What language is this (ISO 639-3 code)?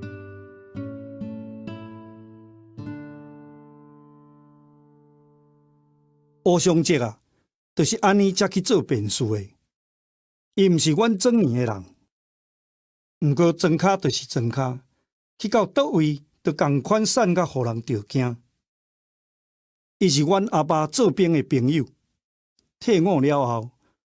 nan